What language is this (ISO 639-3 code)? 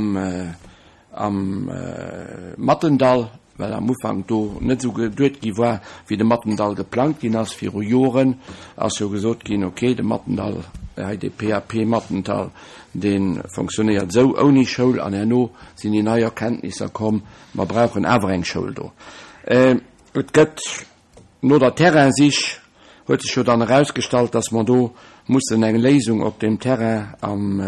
ltz